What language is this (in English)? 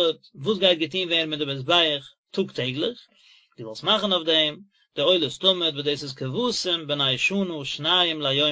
Yiddish